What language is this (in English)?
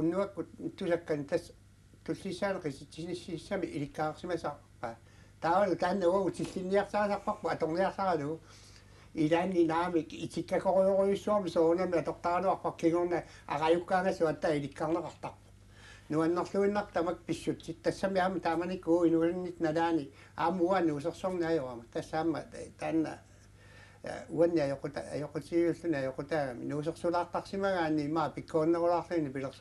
Kalaallisut